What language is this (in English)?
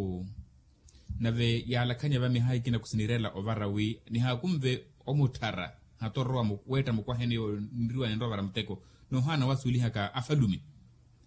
Makhuwa